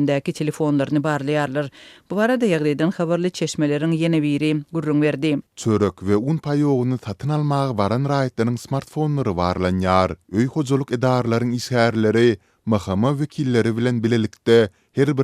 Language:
Turkmen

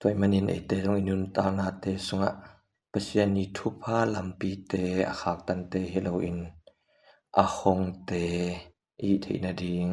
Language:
Tedim Chin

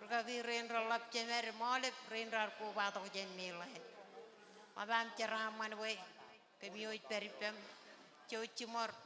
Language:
Marshallese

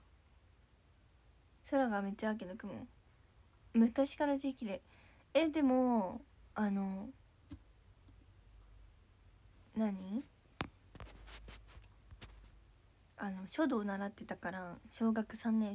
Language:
Japanese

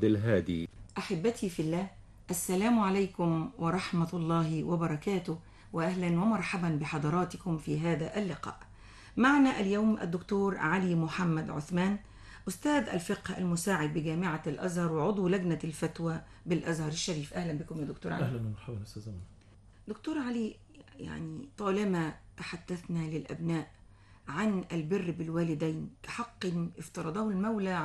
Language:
Arabic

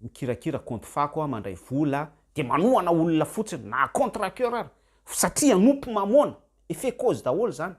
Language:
Malagasy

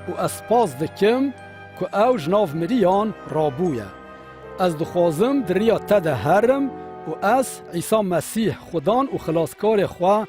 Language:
Kurdish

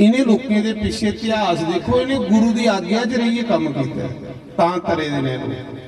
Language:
Dogri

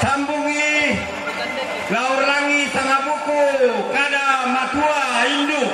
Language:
Toraja-Sa'dan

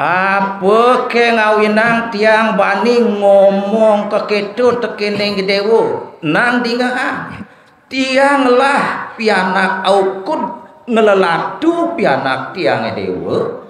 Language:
Balinese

